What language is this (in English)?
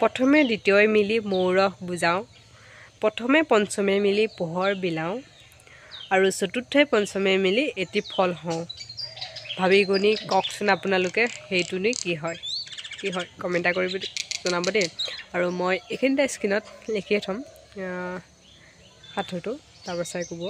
Assamese